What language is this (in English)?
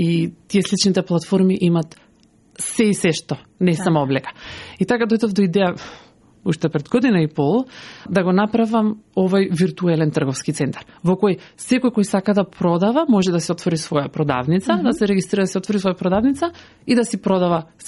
Macedonian